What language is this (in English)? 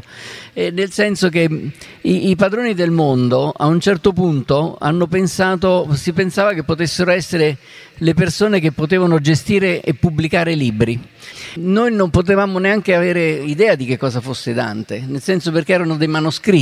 Italian